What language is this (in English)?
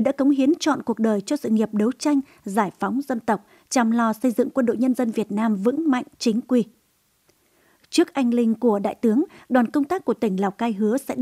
Vietnamese